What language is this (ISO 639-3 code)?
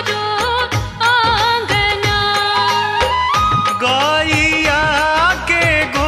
bho